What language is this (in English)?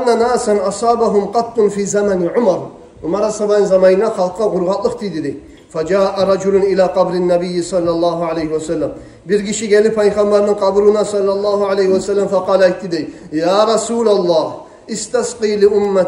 Kumyk